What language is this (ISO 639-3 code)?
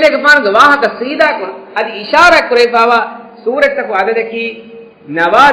div